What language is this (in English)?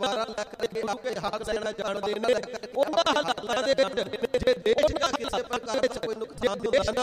Punjabi